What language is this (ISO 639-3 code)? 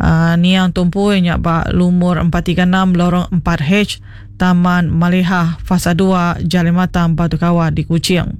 iba